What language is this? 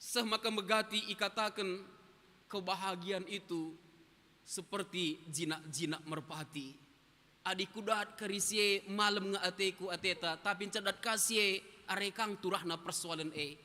Batak Karo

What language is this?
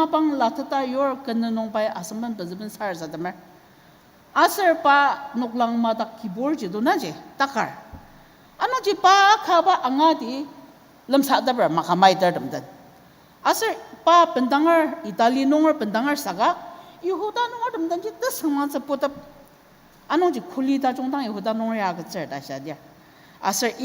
Ao Naga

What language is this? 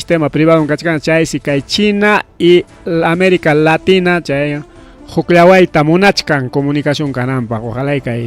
Ayacucho Quechua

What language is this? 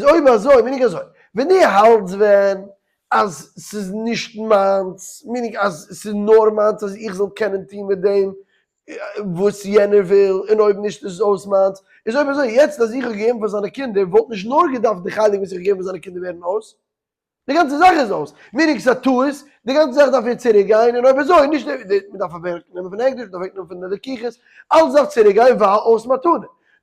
Yiddish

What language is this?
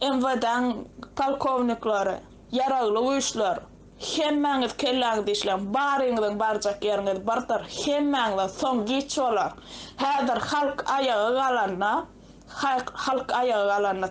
Turkmen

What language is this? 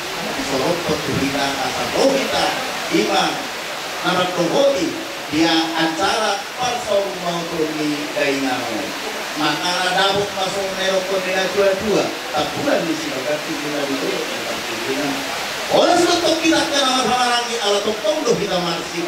Batak Toba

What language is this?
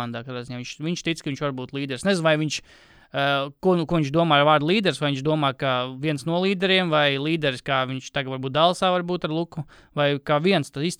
Latvian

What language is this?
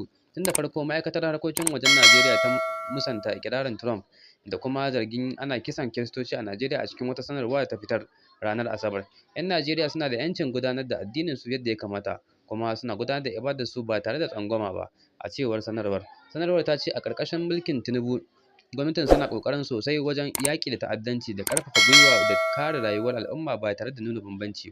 Hausa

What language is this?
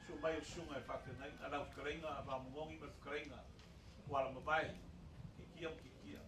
Samoan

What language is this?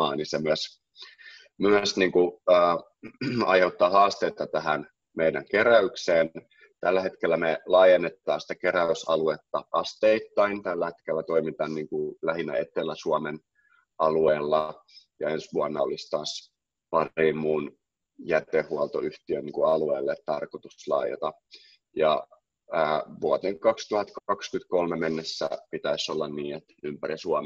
Finnish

